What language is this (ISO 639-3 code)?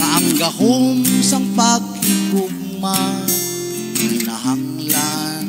hil